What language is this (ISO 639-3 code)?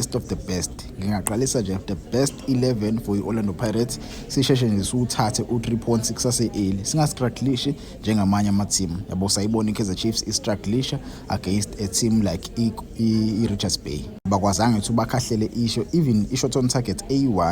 zul